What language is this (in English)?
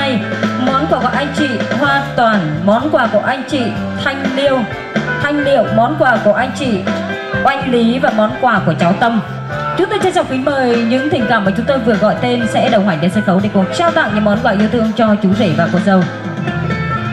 Vietnamese